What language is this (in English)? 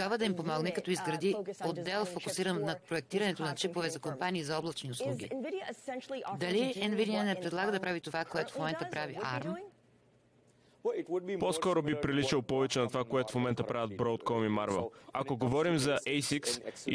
Bulgarian